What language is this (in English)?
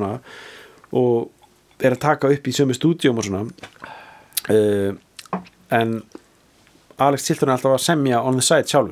Icelandic